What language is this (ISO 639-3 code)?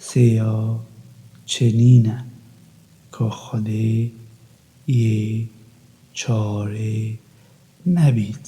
kur